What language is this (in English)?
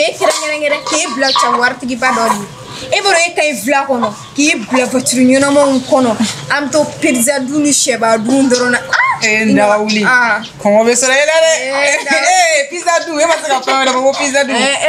Bambara